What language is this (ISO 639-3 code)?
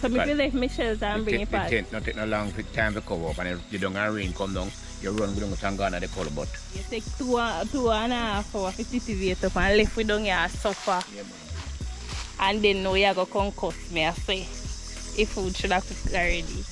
jam